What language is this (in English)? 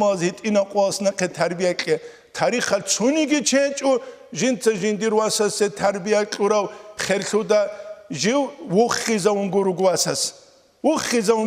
Avaric